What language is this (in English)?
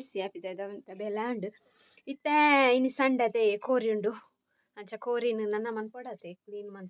Tulu